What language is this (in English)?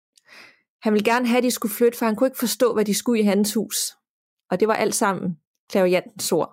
Danish